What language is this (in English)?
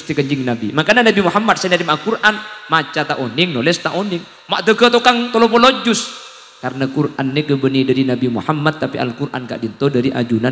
Madurese